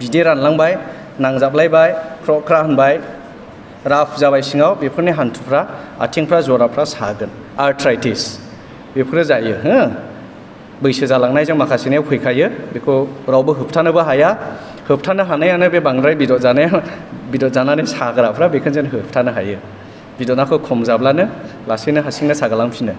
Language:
Bodo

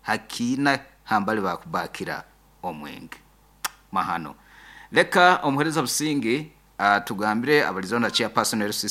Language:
Nyankole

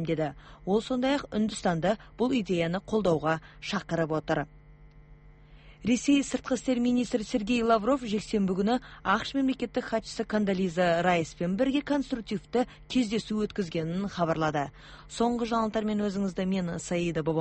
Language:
Kazakh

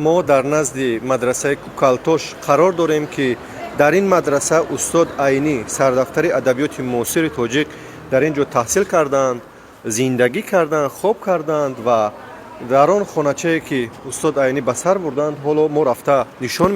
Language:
Tajik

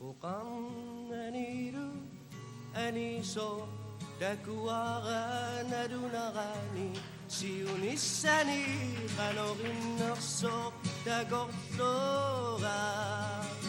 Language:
Kalaallisut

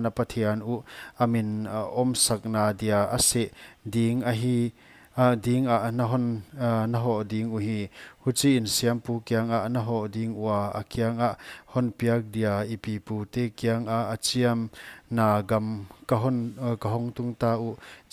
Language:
Paite Chin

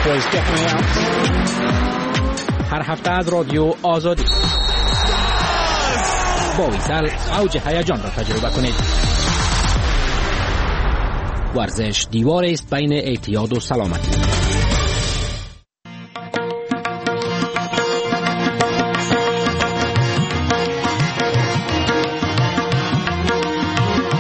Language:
Persian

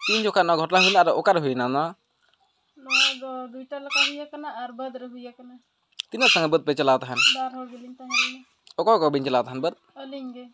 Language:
Santali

